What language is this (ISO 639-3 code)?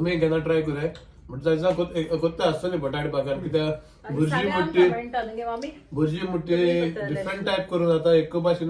kok